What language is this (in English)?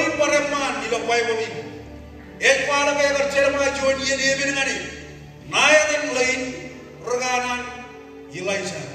Marshallese